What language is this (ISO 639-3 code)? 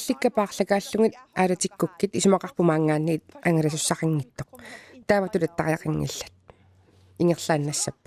kal